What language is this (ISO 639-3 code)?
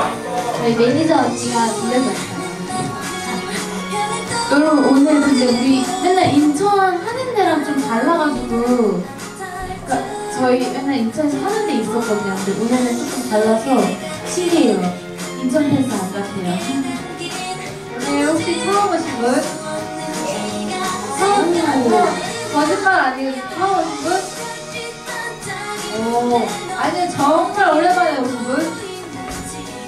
kor